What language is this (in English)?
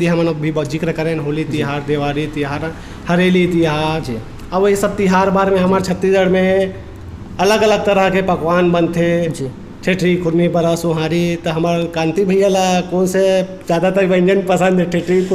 Chhattisgarhi